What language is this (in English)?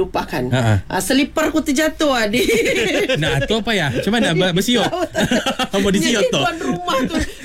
Malay